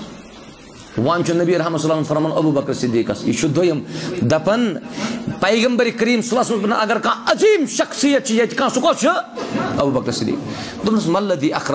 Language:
Kashmiri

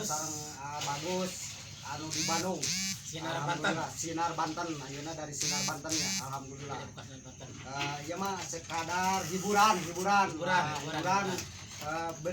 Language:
Sundanese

